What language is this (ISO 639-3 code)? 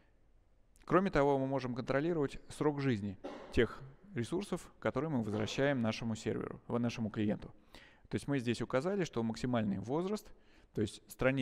rus